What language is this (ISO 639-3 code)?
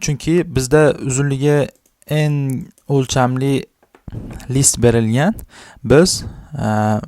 uzb